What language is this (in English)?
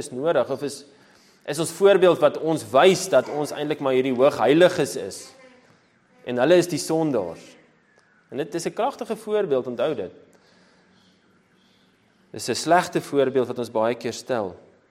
Afrikaans